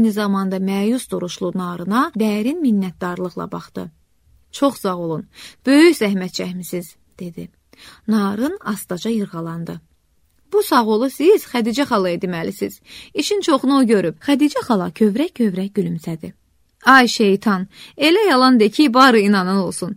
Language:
Azerbaijani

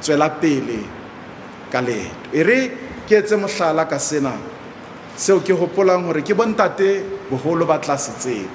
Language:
Southern Sotho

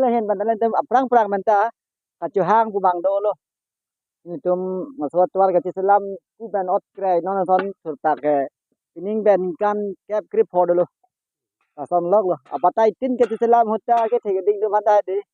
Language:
Karbi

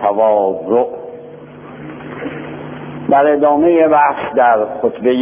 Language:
Persian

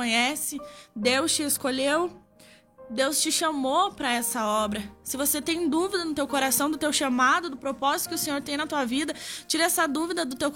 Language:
Portuguese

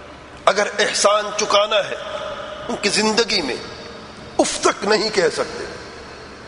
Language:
Urdu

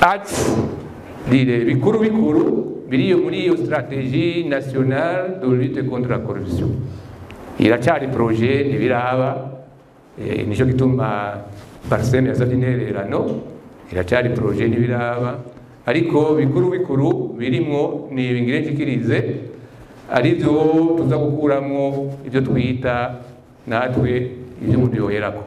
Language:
Rundi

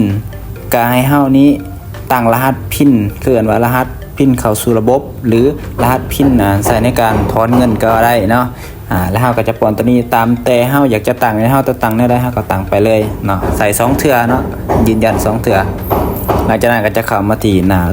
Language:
Lao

